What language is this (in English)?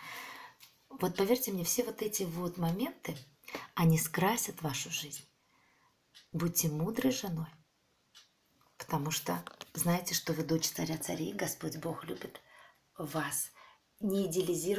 Russian